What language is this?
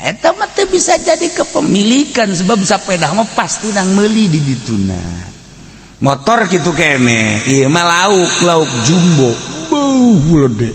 Sundanese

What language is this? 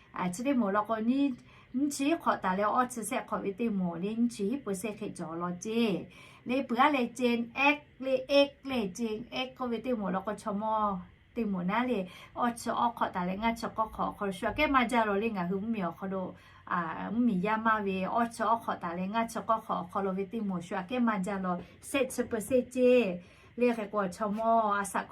Lahu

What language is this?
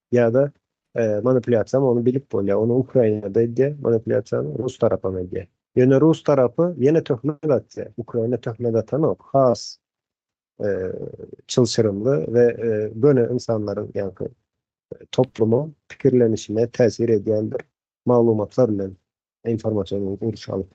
Turkmen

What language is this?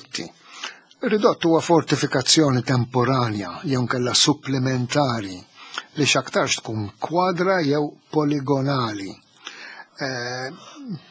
Maltese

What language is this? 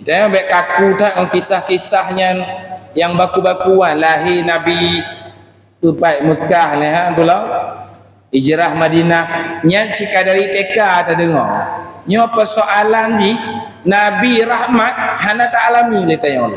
Achinese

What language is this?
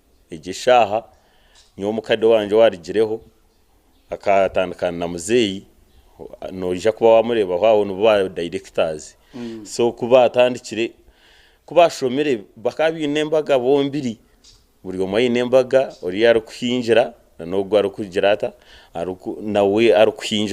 Nyankole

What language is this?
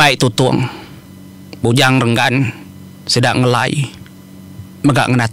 Iban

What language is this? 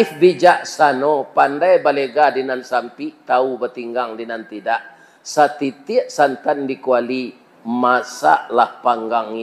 Minangkabau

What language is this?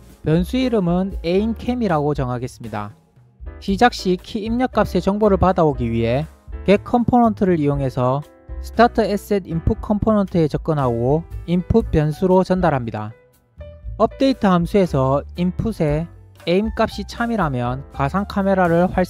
Korean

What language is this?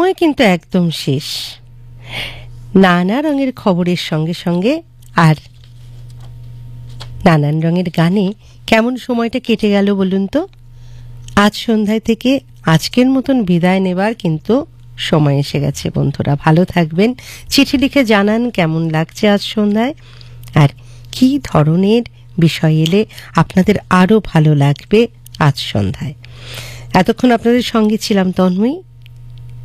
Bangla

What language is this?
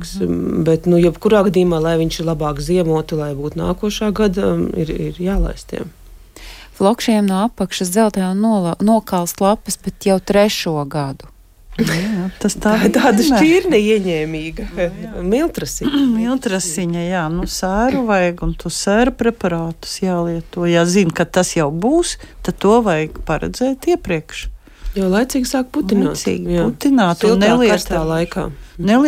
Latvian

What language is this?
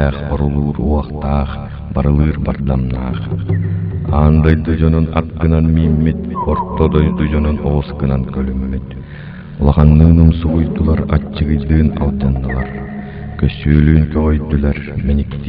Yakut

